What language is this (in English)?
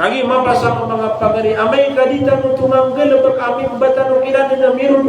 Maranao